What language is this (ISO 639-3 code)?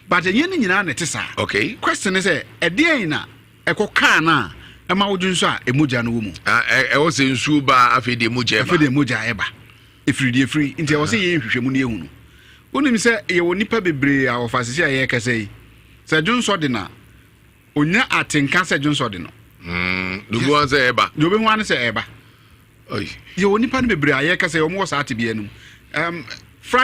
aka